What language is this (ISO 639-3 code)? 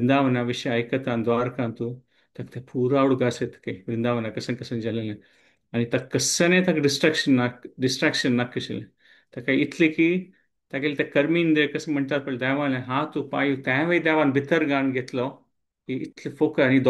kok